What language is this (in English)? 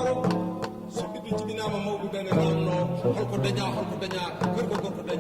Fula